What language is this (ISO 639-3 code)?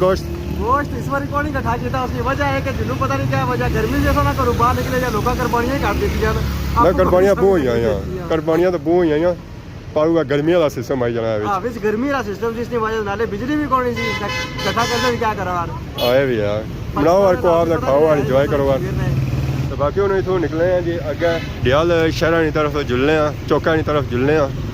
phr